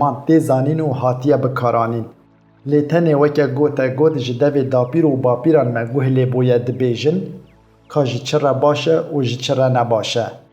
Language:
Kurdish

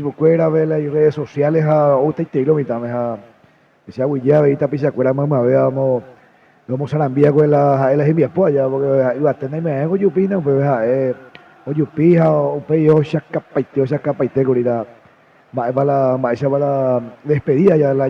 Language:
Guarani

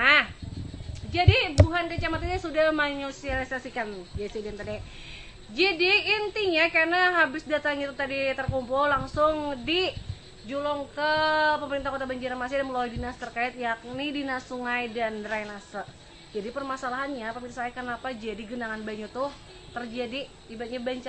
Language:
Banjar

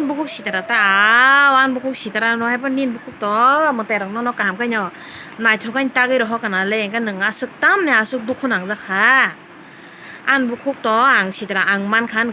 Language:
Kok Borok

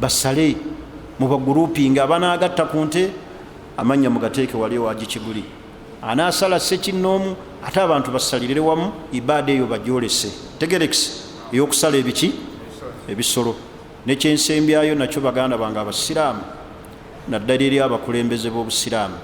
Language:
Ganda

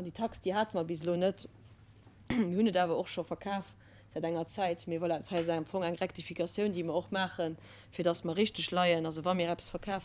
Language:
Luxembourgish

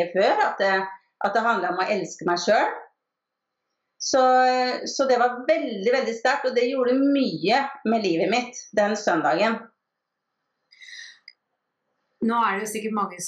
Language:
Norwegian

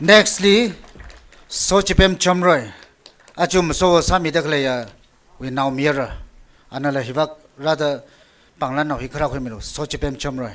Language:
Tangkhul Naga (India)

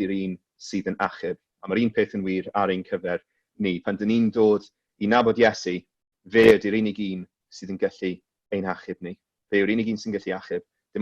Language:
Welsh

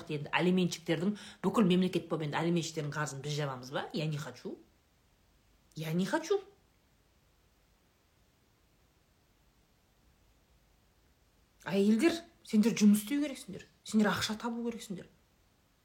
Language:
Kazakh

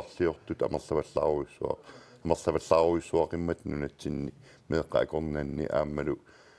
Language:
Kalaallisut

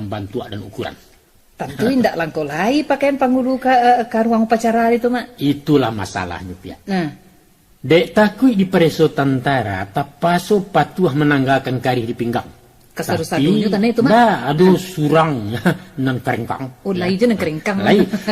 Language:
Minangkabau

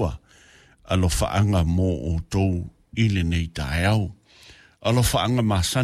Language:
Samoan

